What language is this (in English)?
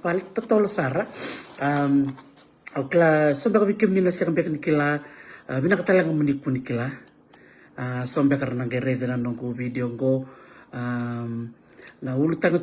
Fijian